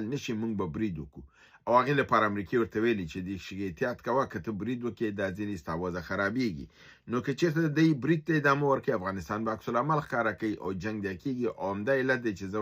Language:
Pashto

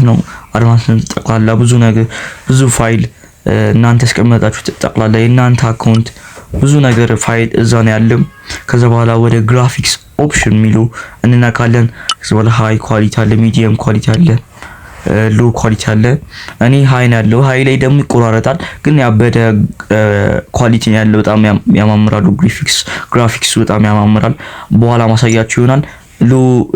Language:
Amharic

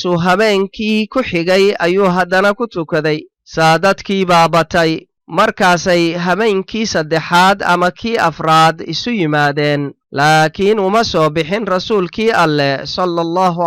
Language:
Somali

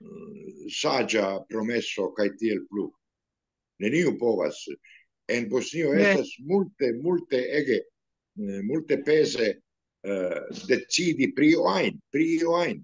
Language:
Esperanto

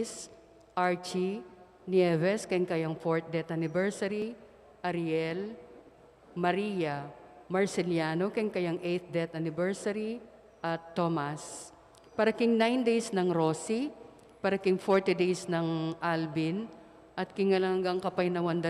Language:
Pampanga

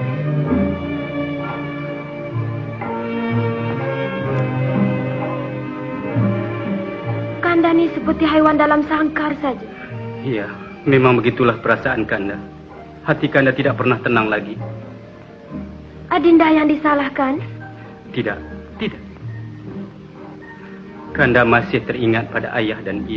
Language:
Malay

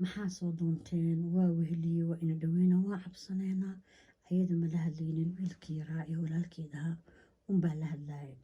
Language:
Somali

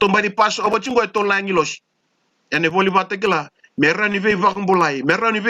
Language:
Fijian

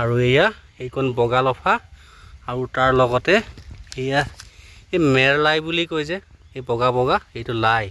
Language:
Assamese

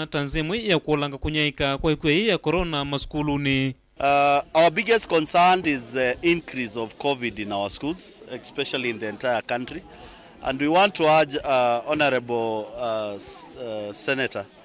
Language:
Kamba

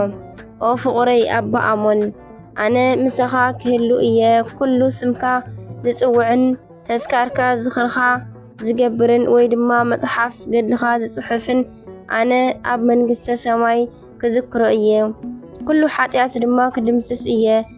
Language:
Tigrinya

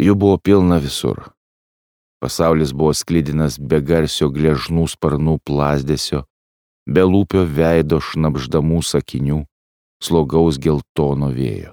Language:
Lithuanian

